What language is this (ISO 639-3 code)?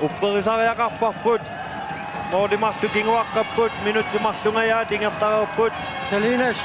kal